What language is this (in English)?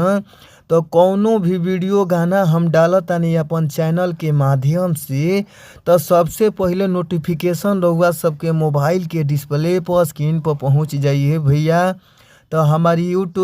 Bhojpuri